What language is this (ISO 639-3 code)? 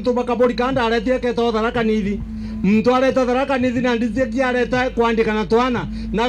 mer